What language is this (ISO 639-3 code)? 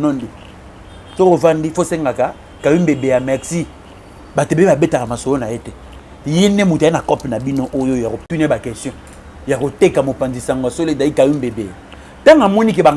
lin